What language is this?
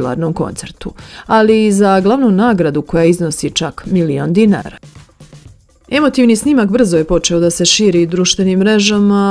Serbian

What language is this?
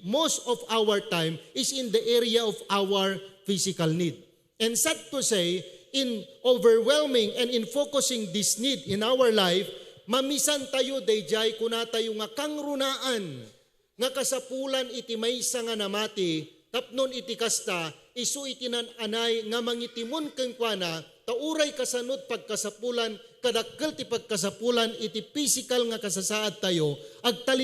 Iloko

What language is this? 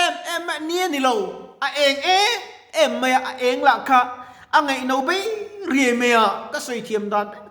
Mizo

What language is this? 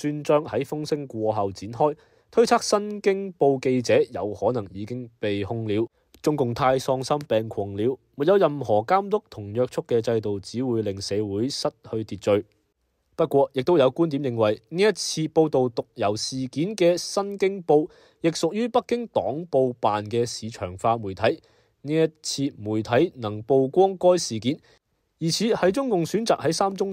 Cantonese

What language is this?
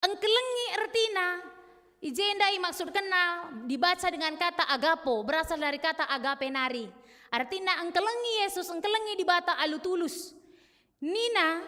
Batak Karo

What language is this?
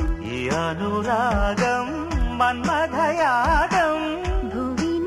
Telugu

